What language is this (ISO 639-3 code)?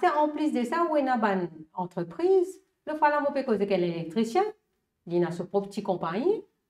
mfe